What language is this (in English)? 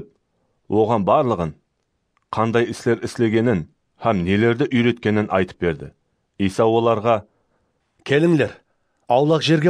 Kara-Kalpak